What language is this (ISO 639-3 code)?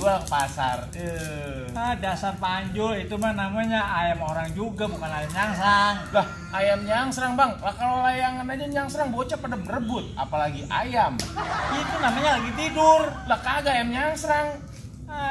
bew